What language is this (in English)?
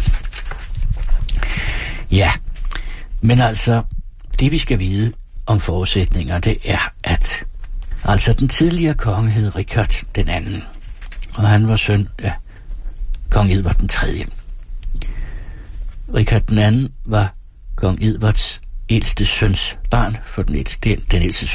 Danish